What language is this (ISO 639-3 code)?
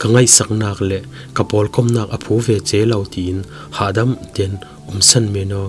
cfm